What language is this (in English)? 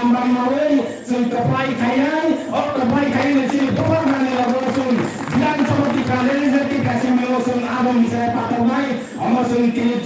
Kok Borok